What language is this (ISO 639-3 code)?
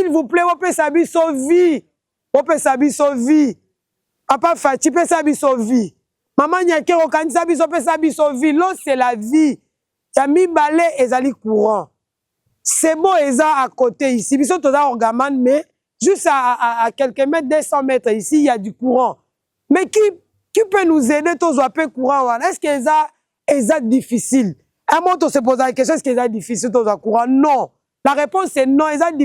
lin